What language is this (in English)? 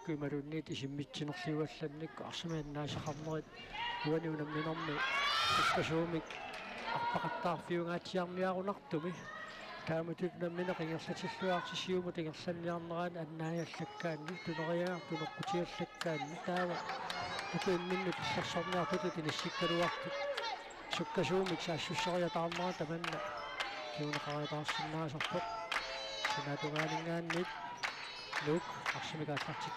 Kalaallisut